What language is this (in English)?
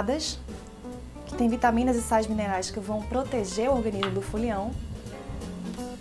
Portuguese